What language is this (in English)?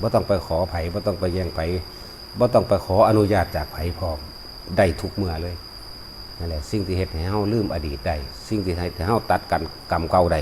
Northeastern Thai